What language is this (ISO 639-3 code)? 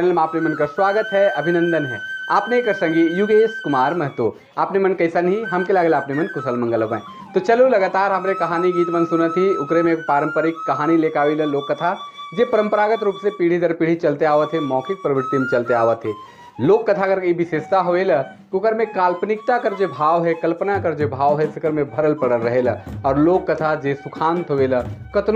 sck